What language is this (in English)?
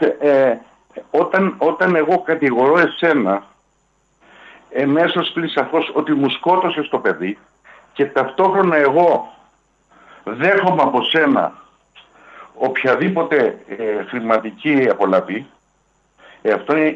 Greek